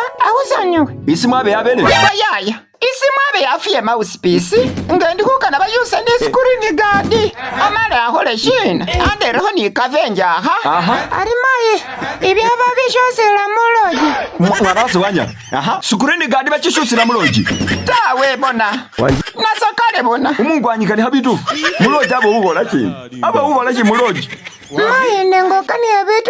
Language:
Masaaba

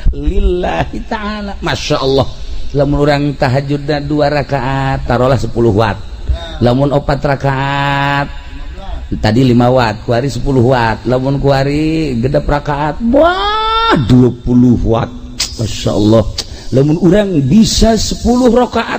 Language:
Sundanese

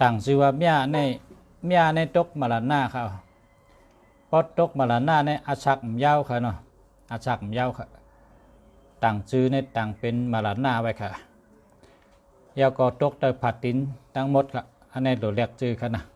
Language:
Shan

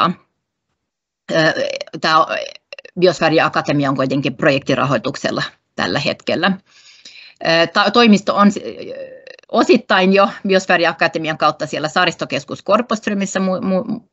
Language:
Finnish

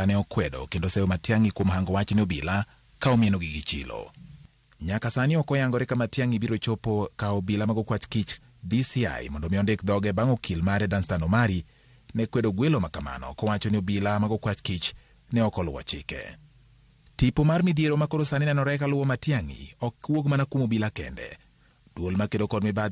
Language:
Luo (Kenya and Tanzania)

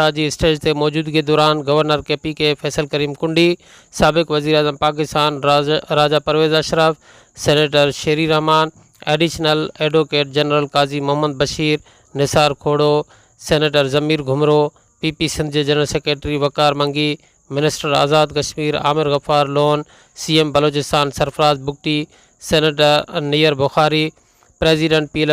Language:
Sindhi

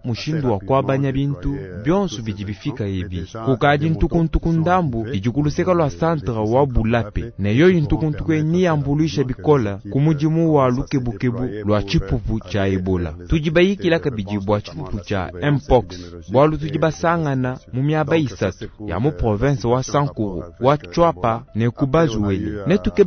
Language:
Luba-Lulua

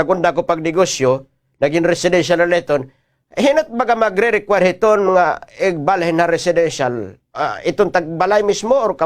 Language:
Waray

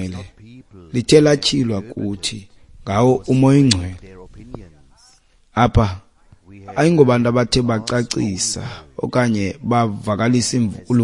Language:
Xhosa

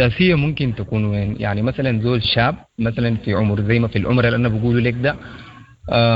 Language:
Sudanese Arabic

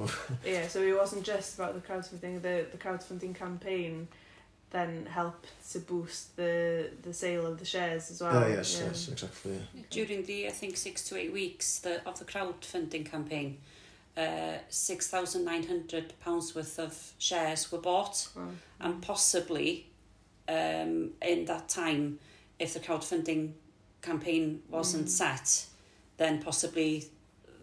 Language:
English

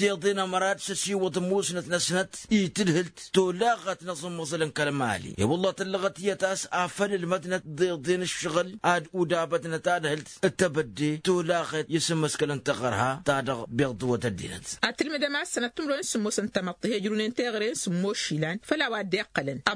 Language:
Tamasheq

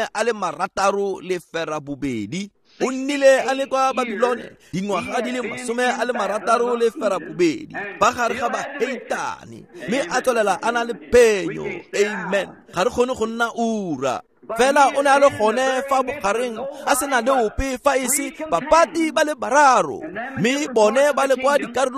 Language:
Tswana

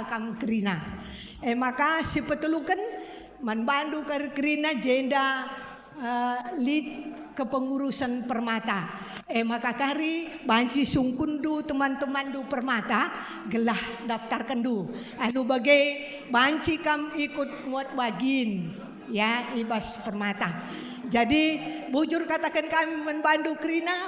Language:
Batak Karo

